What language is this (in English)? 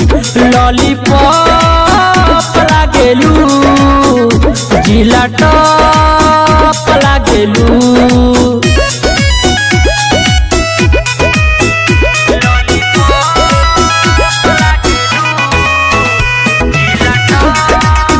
Bhojpuri